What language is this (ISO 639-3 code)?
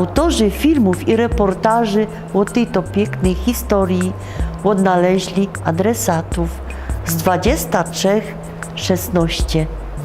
szl